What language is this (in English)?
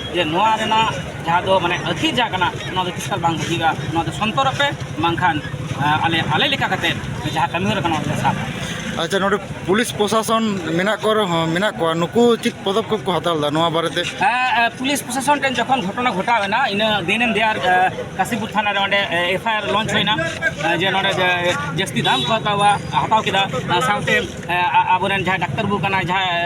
Santali